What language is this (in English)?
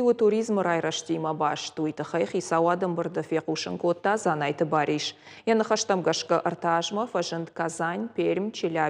Ossetic